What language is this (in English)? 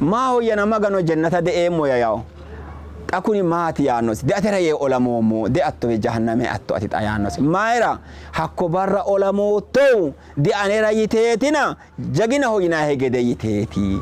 Sidamo